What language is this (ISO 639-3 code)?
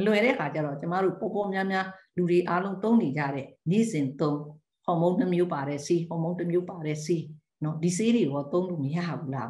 mya